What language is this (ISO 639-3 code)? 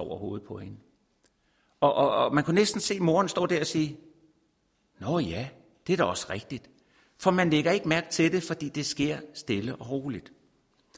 dan